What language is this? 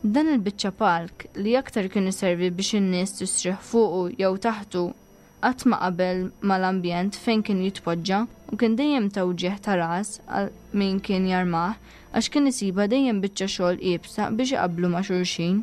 Maltese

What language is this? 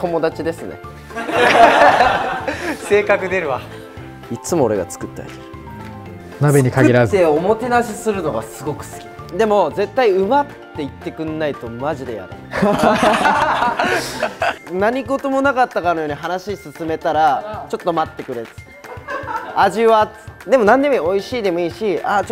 Japanese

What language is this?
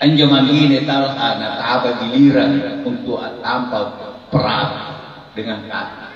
Makasar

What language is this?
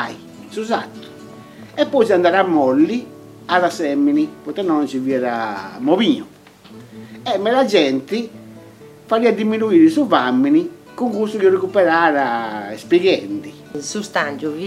Sardinian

